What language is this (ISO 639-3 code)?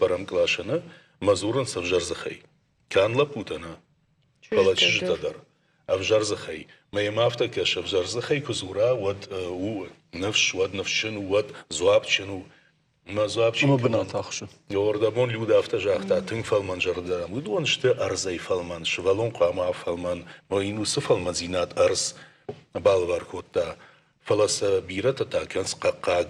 oss